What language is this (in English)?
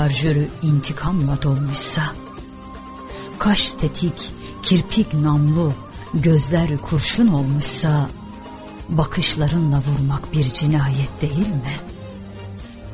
Turkish